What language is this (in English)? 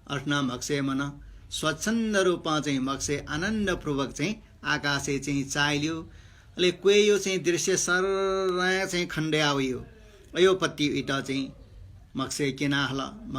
Newari